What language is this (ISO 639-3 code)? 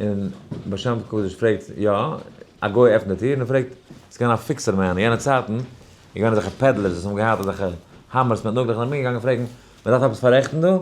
yid